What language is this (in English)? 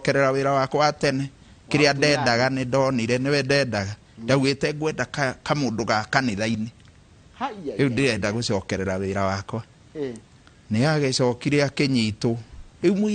Kikuyu